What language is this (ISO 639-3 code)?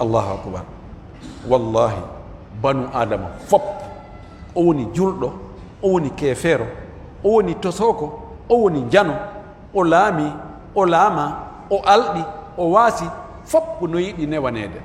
fuf